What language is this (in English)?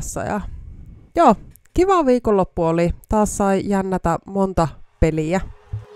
Finnish